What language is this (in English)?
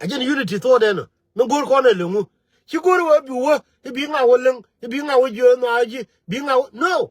Nuer